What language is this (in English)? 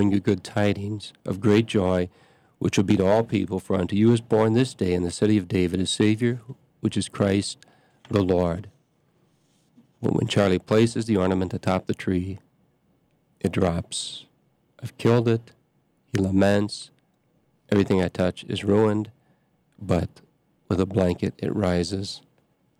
English